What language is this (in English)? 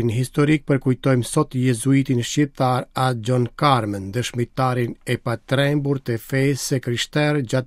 Albanian